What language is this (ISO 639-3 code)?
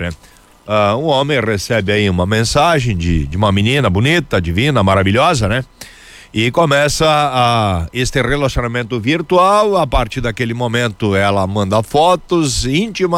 por